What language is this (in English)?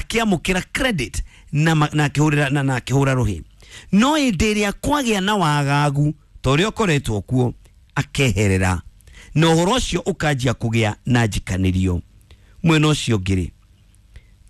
Kikuyu